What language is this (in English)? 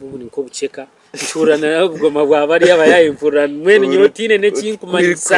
Nyankole